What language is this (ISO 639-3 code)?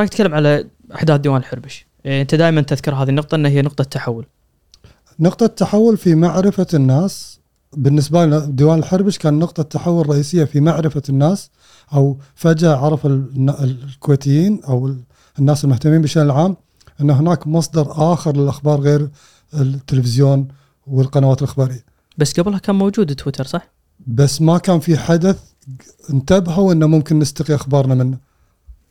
afb